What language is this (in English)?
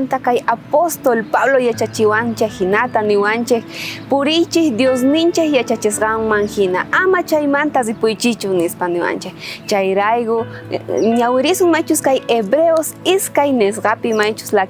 South Bolivian Quechua